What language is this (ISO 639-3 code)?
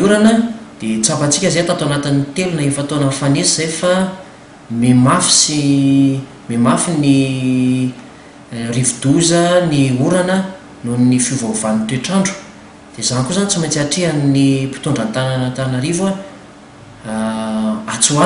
mlg